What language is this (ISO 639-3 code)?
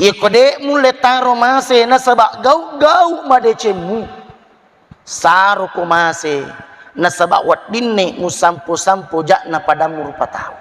bug